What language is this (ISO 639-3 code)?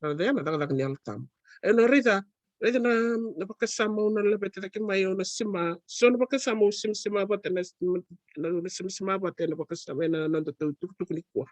fij